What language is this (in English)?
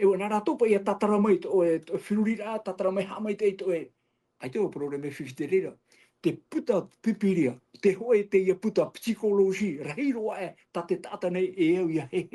Tahitian